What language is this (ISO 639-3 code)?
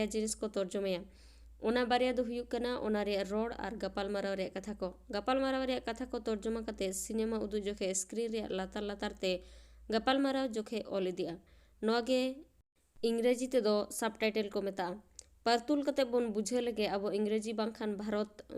sat